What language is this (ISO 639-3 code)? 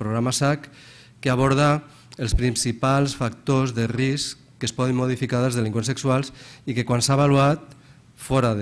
cat